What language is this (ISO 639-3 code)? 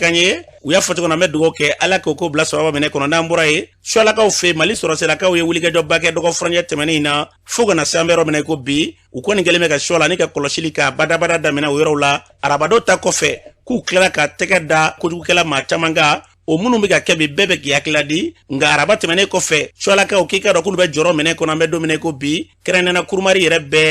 bam